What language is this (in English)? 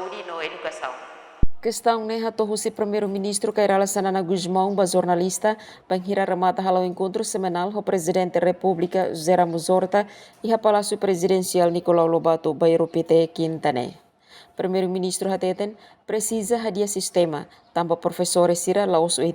Tetum